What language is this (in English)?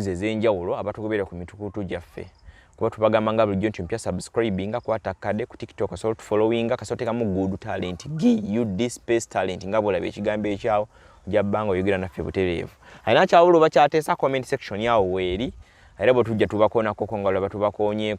Ganda